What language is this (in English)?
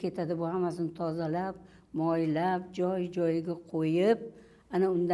Uzbek